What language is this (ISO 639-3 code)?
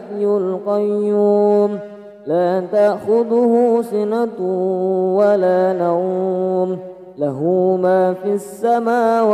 ara